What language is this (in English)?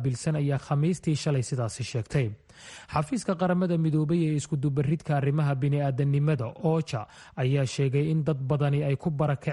Somali